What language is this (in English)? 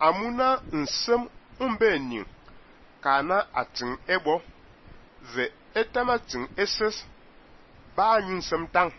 Fang